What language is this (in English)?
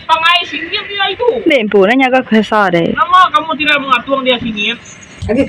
Iban